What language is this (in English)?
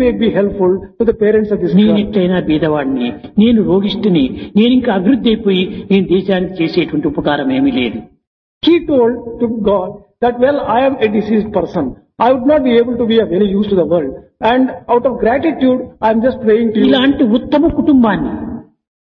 Telugu